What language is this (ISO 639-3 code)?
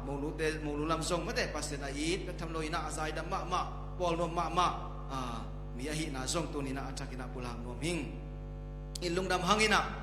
ctd